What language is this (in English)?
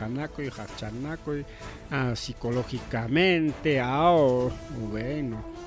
Ayacucho Quechua